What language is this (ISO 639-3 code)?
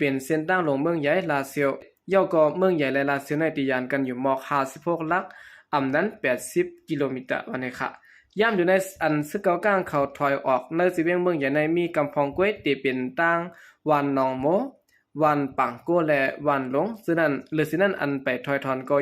shn